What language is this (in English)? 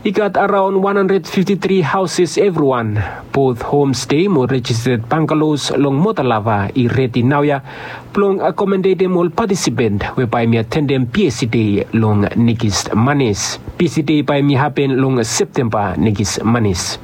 Bislama